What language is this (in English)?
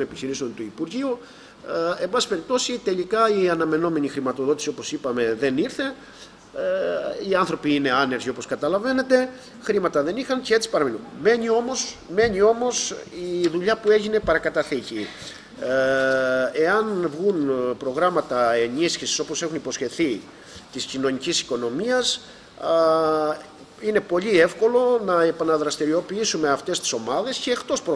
Greek